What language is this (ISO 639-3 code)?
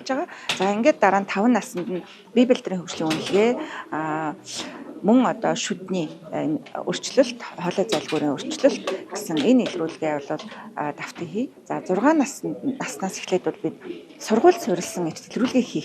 mon